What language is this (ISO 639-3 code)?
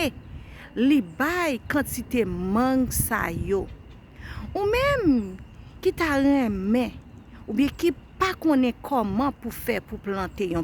hat